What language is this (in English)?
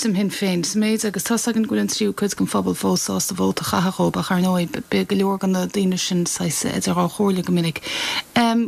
Irish